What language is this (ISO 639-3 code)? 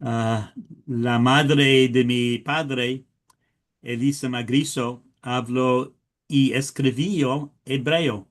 lad